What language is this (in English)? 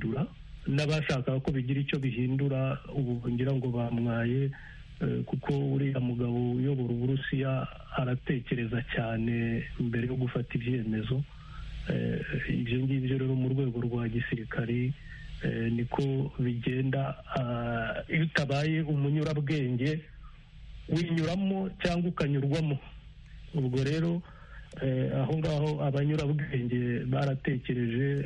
Kinyarwanda